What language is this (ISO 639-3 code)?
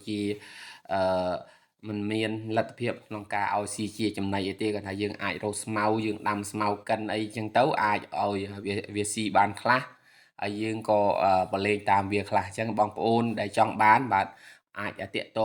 khm